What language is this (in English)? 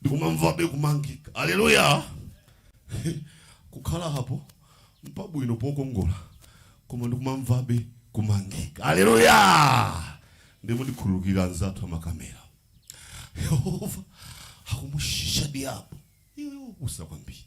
Nyanja